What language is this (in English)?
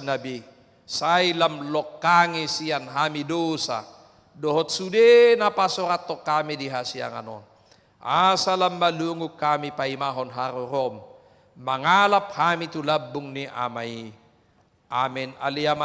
Batak Toba